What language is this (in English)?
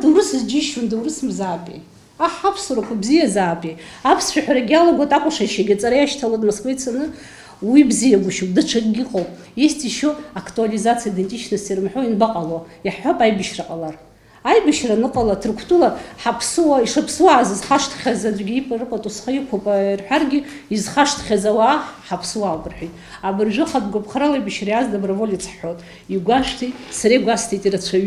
Abkhazian